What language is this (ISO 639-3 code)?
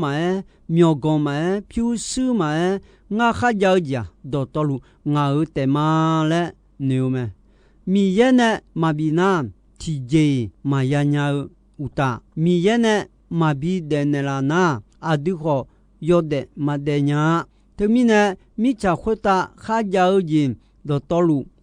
ahk